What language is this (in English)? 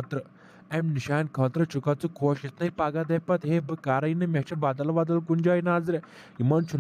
Kashmiri